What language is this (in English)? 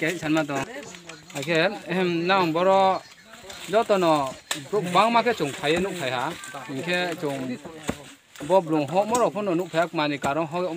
Riang (India)